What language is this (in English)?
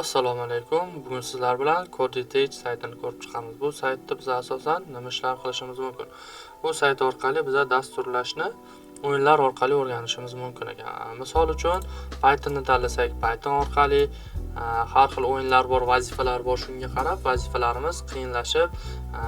Uzbek